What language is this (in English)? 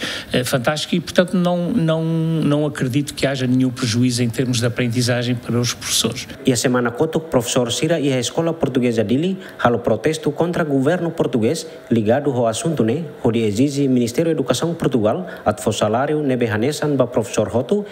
Tetum